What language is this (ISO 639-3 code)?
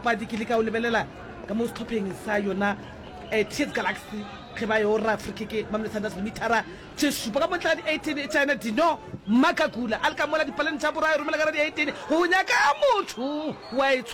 nso